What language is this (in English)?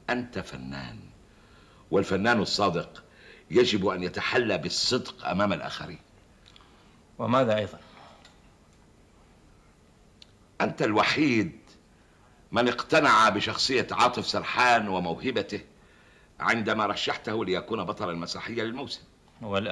Arabic